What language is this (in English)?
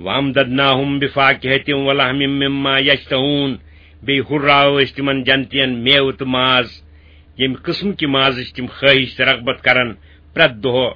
Kashmiri